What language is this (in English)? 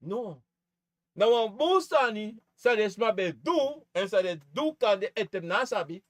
Sranan Tongo